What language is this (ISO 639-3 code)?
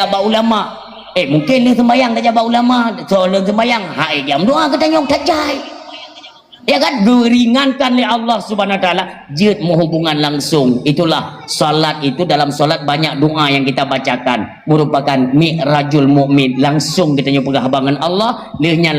ace